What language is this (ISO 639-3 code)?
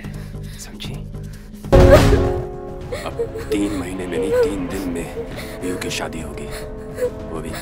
hin